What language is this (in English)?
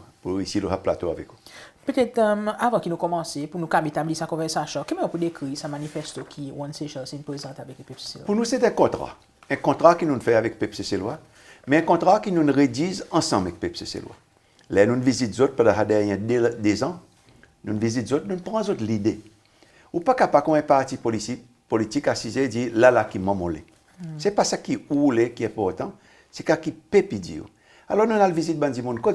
Seselwa Creole French